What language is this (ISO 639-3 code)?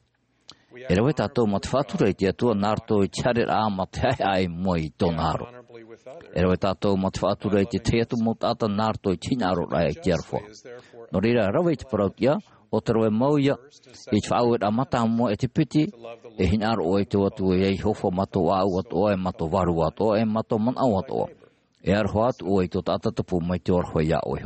tah